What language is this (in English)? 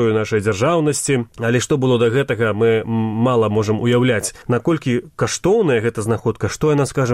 Belarusian